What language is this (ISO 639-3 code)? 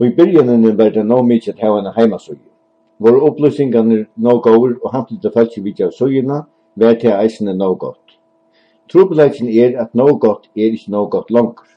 fao